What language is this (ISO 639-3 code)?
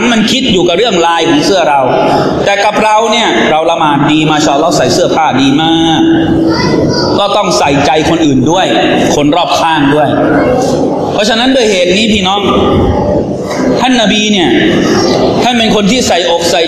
tha